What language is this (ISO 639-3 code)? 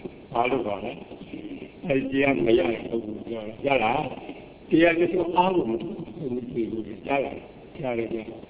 mya